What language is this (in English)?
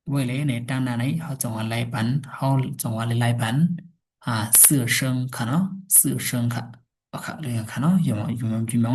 Shan